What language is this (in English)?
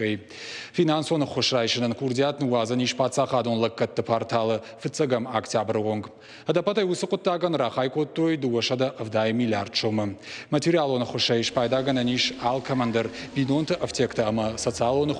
Ossetic